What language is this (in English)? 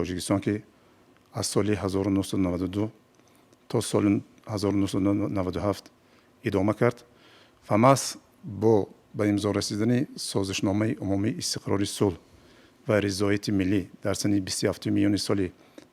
Tajik